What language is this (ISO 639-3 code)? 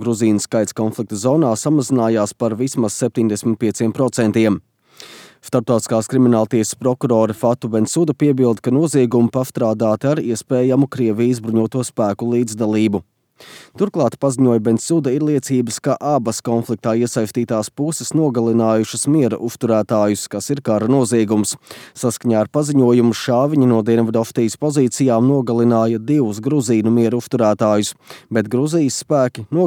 lav